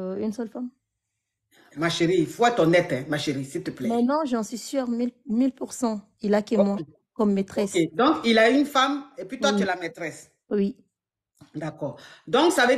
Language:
French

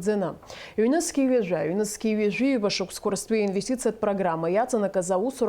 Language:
Abkhazian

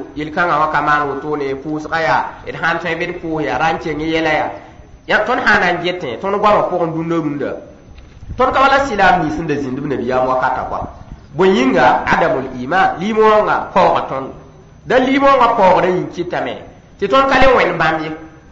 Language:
Mossi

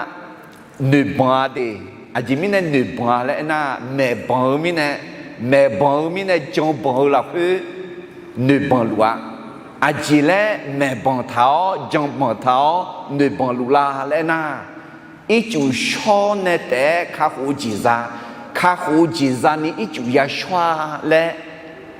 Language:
Akha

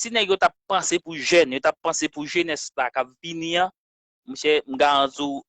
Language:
Haitian Creole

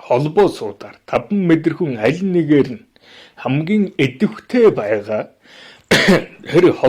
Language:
Mongolian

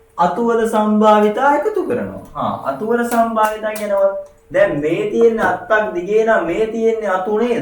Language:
Sinhala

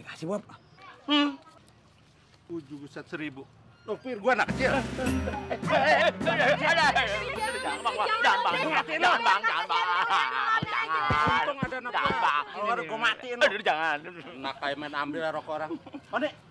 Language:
Indonesian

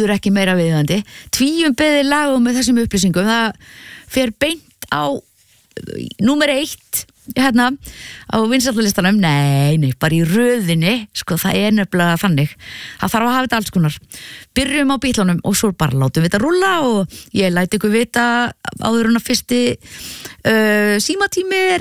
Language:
Icelandic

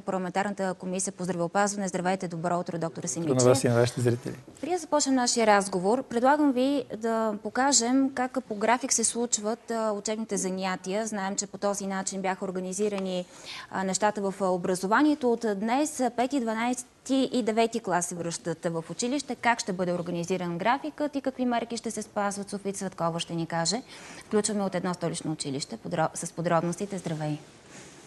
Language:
Bulgarian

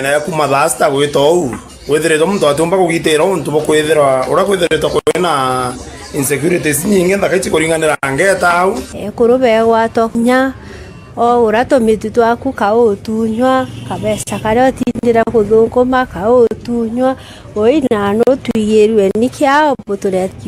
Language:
Meru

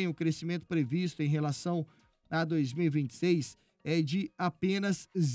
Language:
Portuguese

